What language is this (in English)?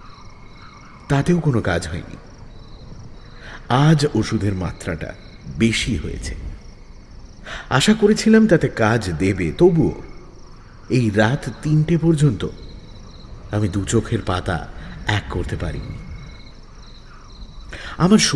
Bangla